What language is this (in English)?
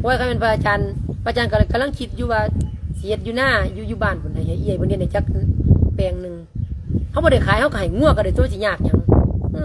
Lao